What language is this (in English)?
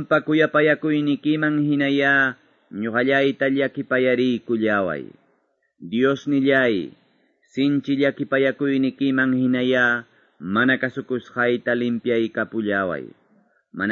Quechua